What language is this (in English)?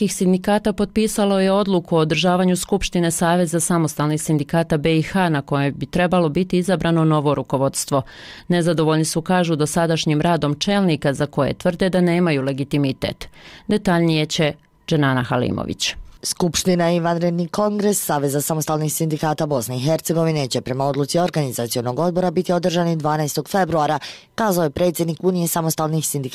Bosnian